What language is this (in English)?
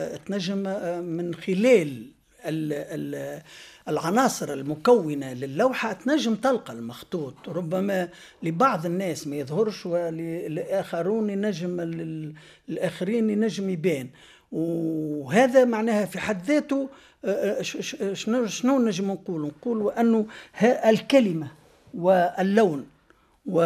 Tunisian Arabic